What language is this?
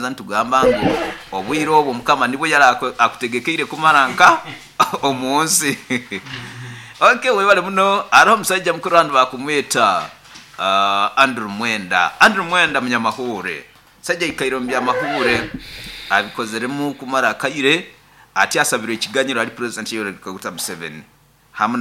Nyoro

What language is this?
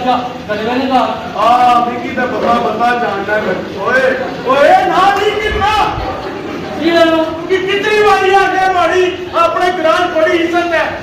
Pahari-Potwari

